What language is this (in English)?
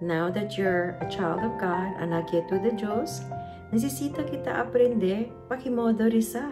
Chavacano